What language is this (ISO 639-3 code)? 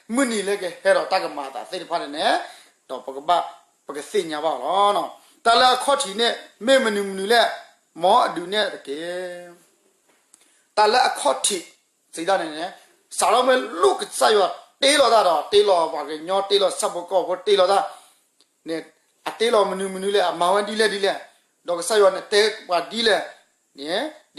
ksw